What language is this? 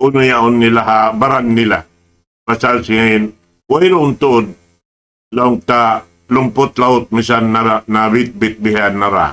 Tausug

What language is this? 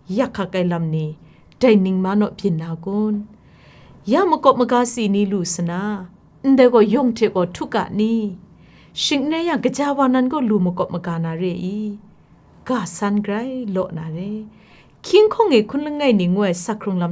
Kachin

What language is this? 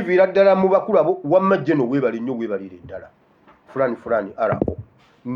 Ganda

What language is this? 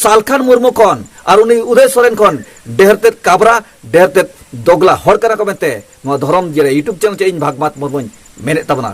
Santali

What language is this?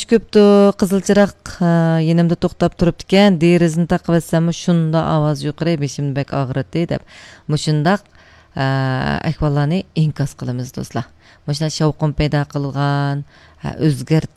Uyghur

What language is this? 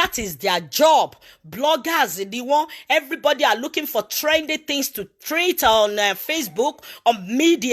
Yoruba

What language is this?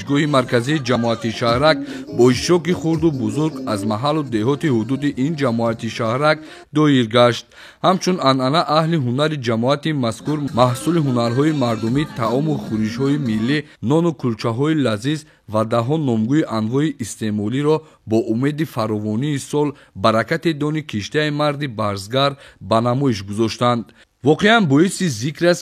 Tajik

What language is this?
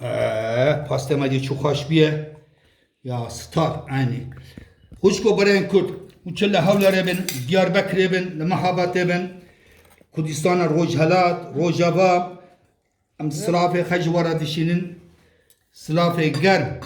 Kurdish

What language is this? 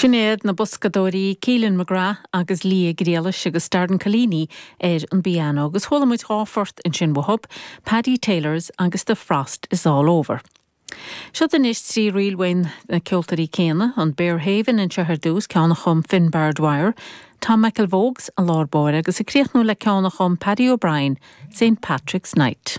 Irish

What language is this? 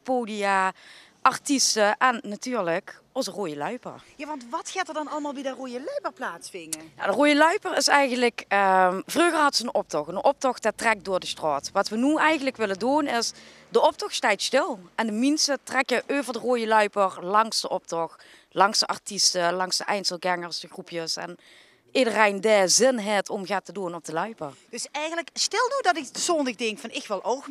Limburgish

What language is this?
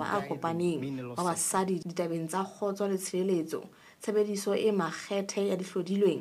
Southern Sotho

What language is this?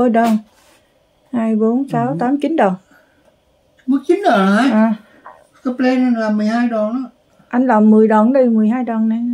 Vietnamese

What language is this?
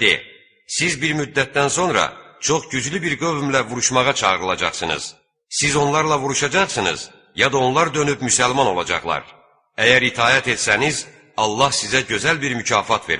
Azerbaijani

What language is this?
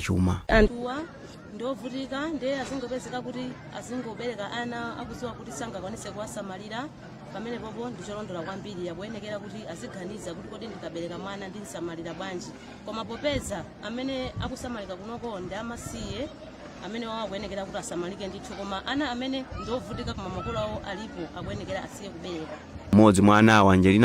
Nyanja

